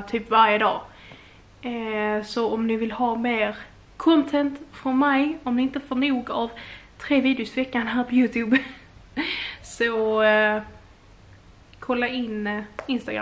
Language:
Swedish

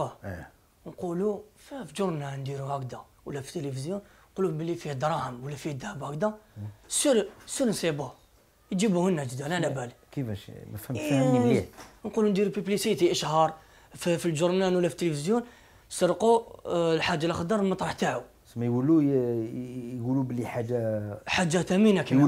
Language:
Algerian Arabic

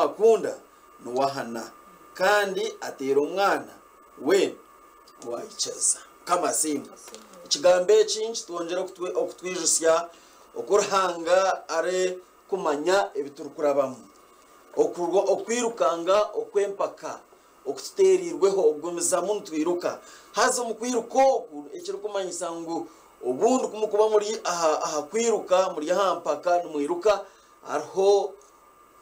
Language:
Nyankole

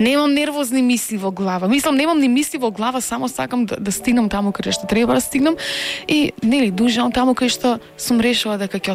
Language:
Macedonian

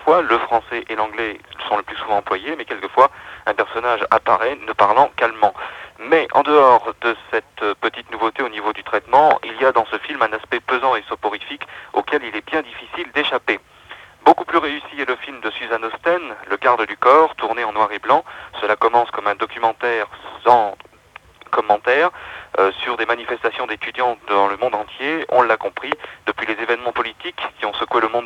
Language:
French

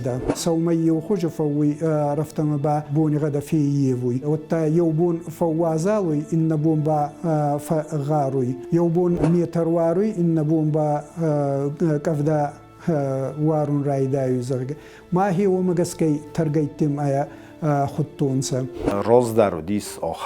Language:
Ossetic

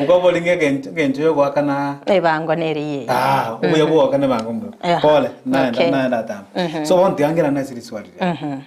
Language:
Gusii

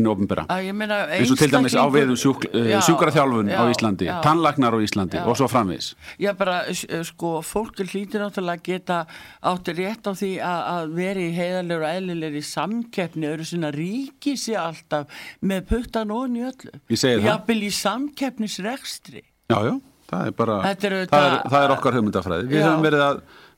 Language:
Icelandic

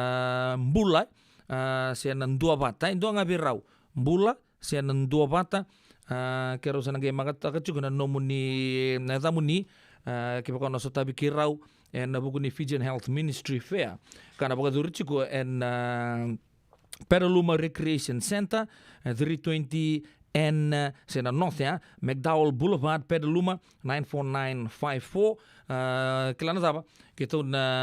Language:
Fijian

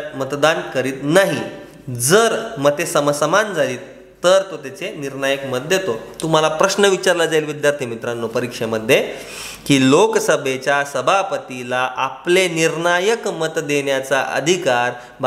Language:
Marathi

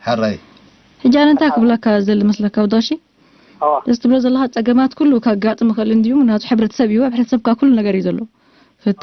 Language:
Tigrinya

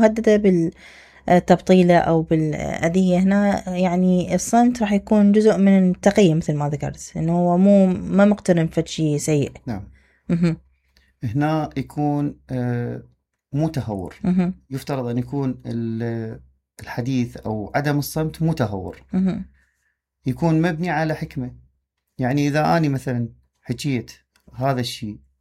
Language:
Mesopotamian Arabic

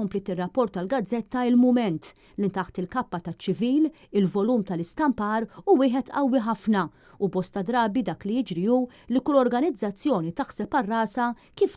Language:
Maltese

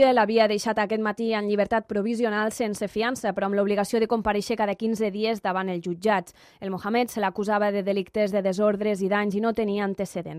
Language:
Catalan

